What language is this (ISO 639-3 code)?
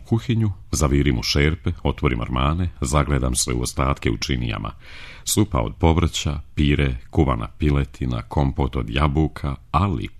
srp